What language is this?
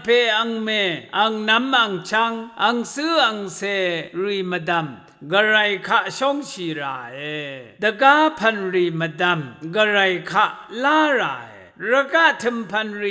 Rawang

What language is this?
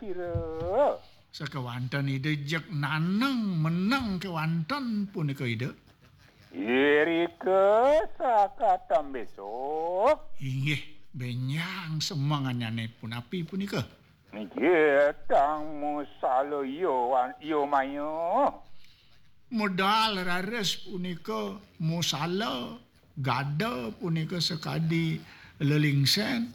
Balinese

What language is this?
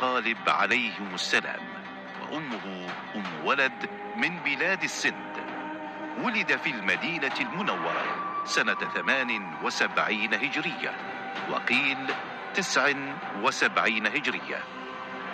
Arabic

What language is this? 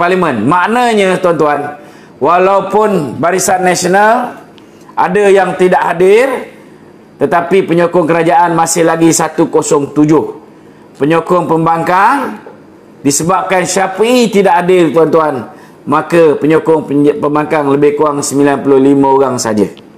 Malay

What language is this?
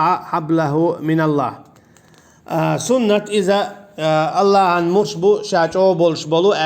Chechen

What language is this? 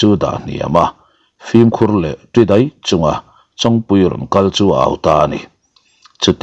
Mizo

